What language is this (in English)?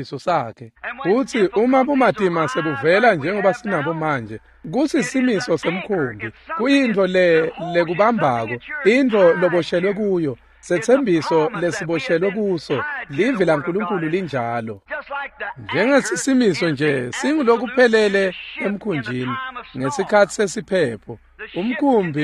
Swati